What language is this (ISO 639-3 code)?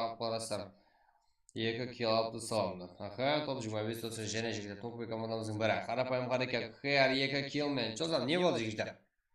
kaa